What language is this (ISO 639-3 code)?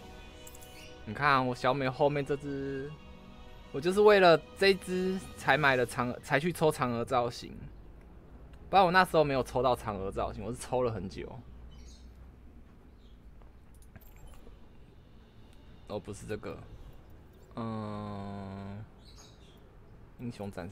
zho